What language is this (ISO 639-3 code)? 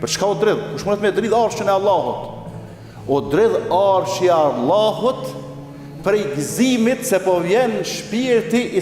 sqi